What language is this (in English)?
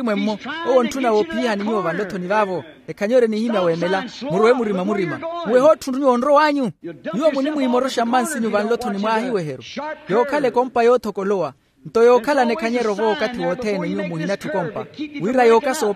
Makhuwa